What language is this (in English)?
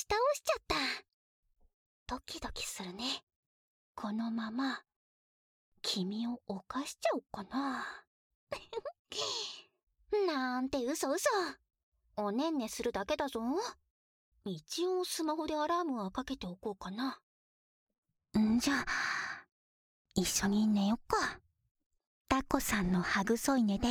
Japanese